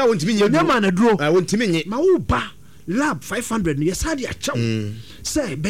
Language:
Akan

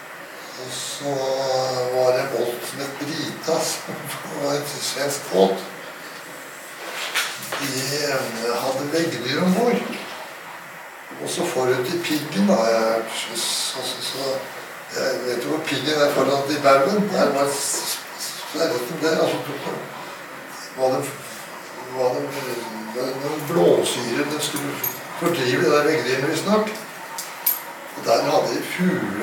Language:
Norwegian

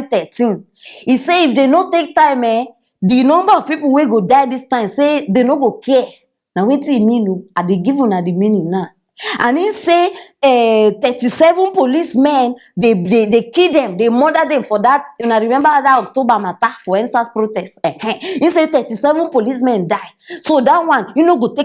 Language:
Nigerian Pidgin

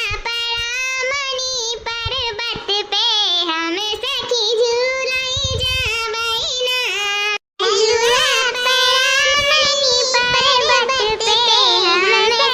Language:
Awadhi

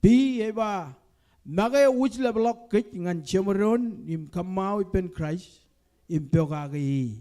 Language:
Marshallese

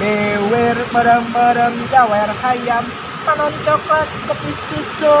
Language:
Sundanese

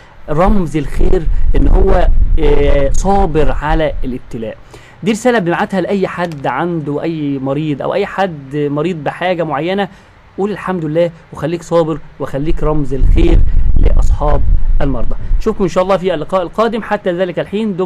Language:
Egyptian Arabic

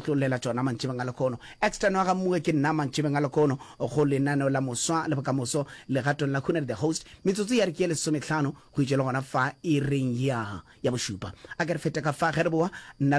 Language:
Northern Sotho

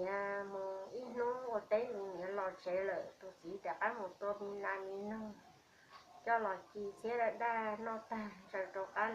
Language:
Hmong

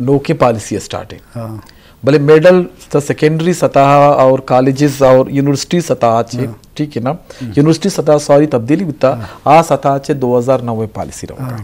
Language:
Eastern Balochi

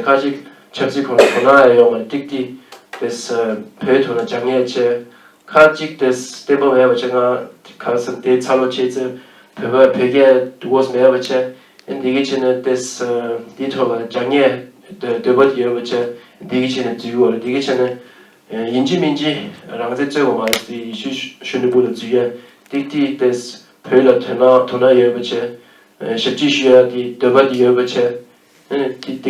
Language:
Tibetan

